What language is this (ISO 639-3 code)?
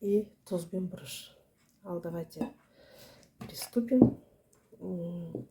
kaz